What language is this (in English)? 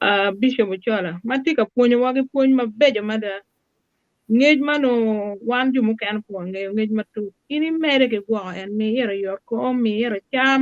Acoli